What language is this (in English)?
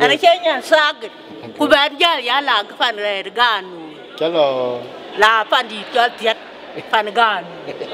Dinka